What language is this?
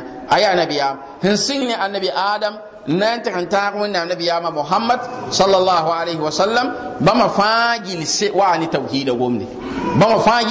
Mossi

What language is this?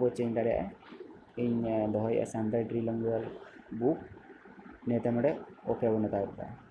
Santali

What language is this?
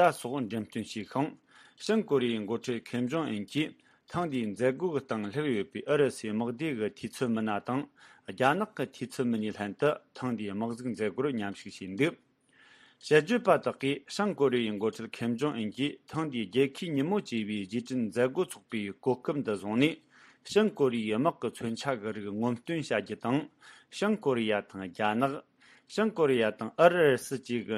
Tibetan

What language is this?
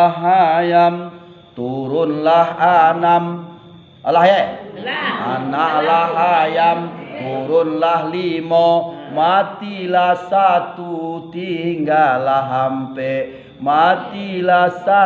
Minangkabau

